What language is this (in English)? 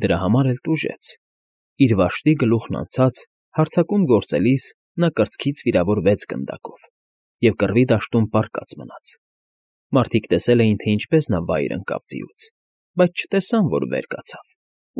Armenian